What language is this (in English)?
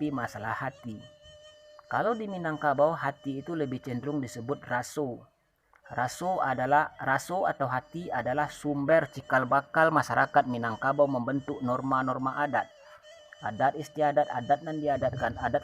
Minangkabau